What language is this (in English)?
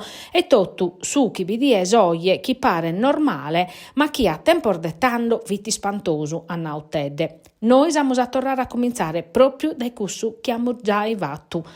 Sardinian